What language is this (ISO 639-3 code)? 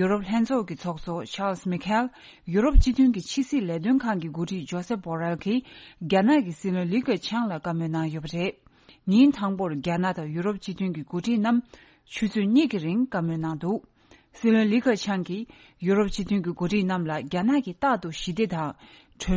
bod